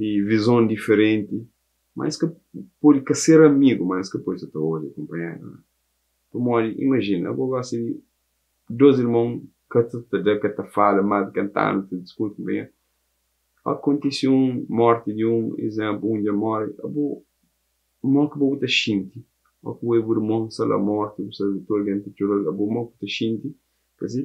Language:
Kabuverdianu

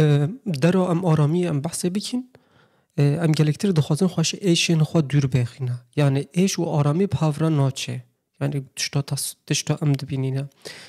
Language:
Kurdish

